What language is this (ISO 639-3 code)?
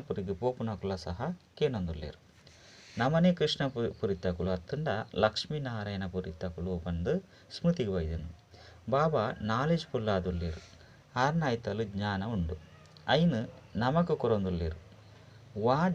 tcy